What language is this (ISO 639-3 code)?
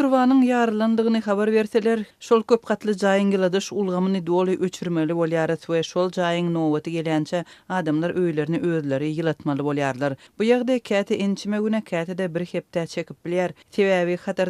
tuk